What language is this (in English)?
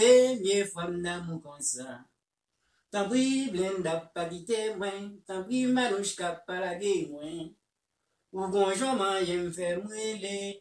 Haitian Creole